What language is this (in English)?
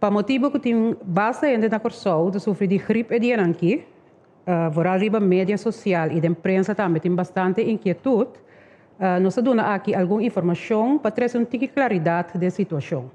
Papiamento